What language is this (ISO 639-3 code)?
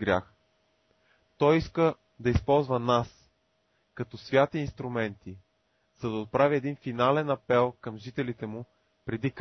bul